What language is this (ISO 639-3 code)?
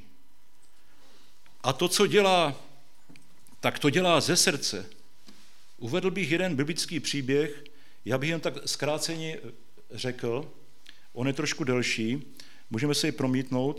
ces